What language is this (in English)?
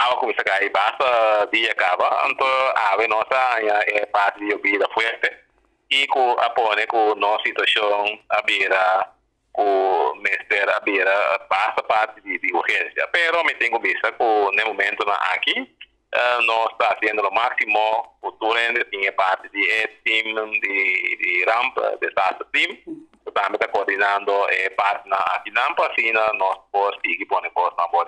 Papiamento